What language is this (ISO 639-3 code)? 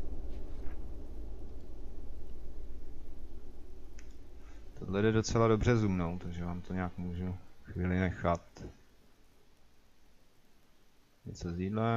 ces